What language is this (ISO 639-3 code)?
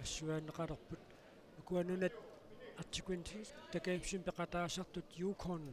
kal